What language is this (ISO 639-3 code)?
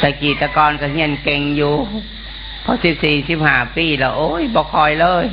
tts